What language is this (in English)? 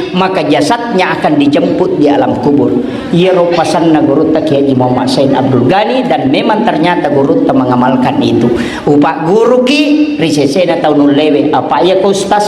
Buginese